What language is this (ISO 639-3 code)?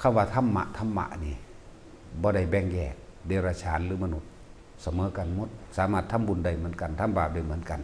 tts